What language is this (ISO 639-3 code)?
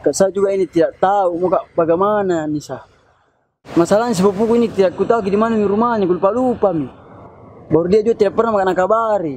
mfp